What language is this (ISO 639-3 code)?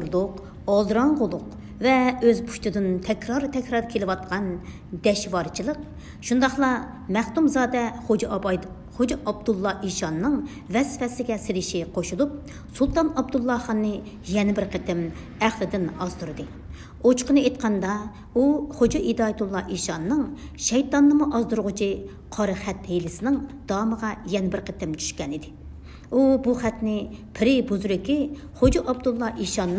uig